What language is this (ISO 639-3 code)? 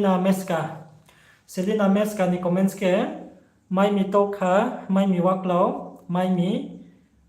ria